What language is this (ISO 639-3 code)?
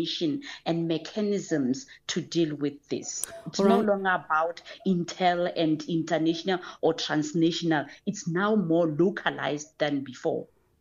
eng